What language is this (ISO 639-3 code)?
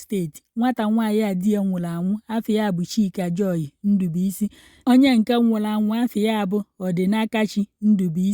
ibo